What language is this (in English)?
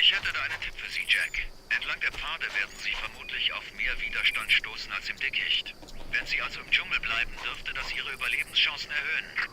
Bavarian